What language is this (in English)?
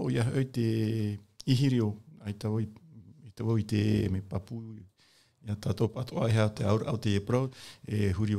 Tahitian